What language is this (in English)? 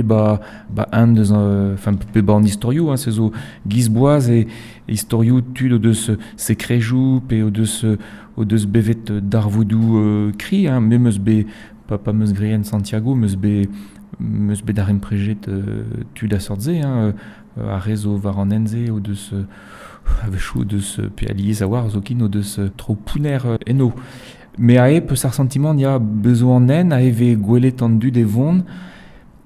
Breton